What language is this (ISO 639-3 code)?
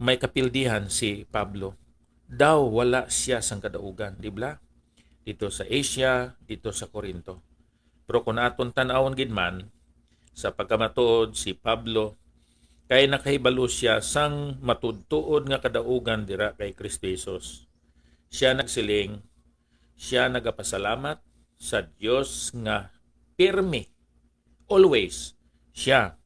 hil